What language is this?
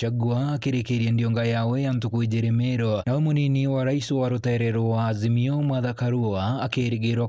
Meru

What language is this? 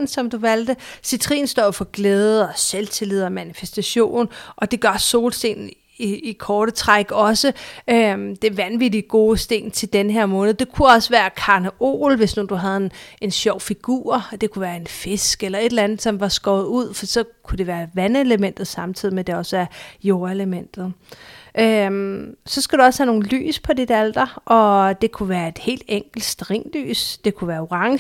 Danish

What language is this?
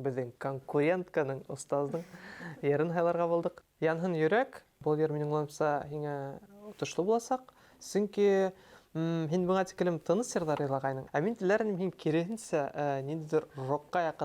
Bashkir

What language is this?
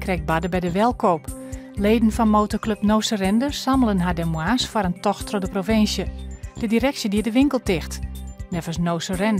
Western Frisian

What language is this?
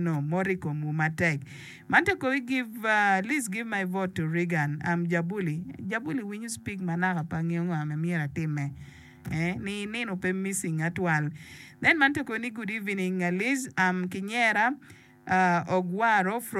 Acoli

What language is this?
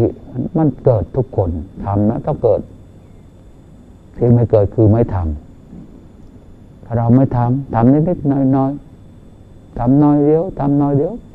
Thai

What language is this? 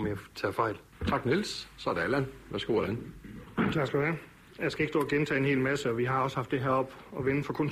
Danish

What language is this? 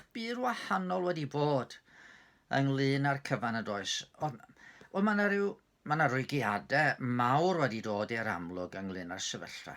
Welsh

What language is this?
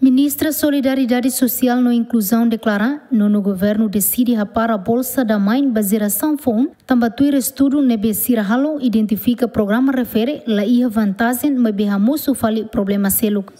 Tetum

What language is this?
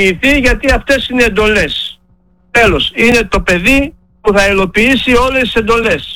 Greek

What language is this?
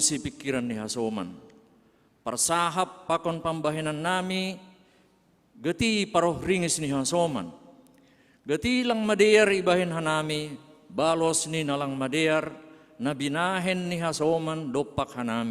Batak Simalungun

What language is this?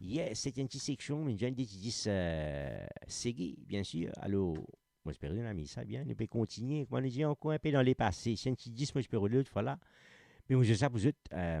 Morisyen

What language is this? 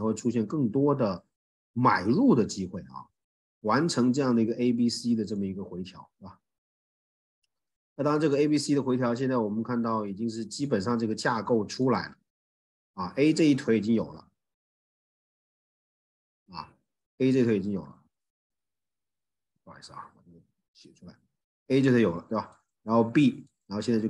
Chinese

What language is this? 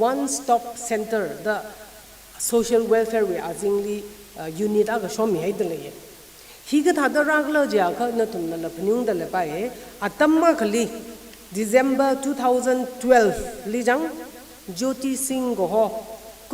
Tangkhul Naga (India)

